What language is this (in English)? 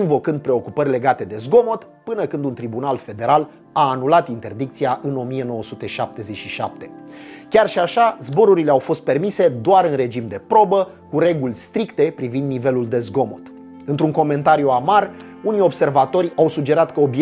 Romanian